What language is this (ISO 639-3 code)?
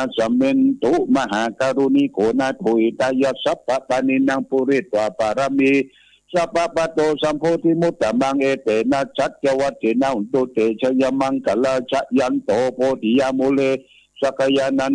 pli